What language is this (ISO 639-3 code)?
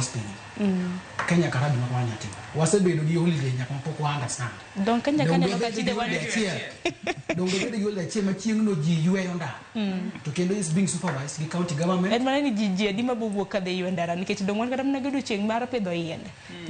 luo